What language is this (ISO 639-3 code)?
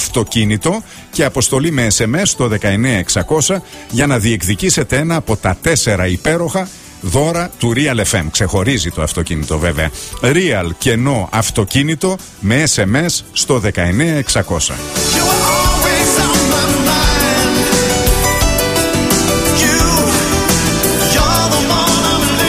ell